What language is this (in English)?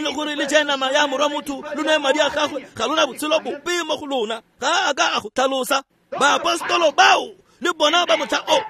Tswana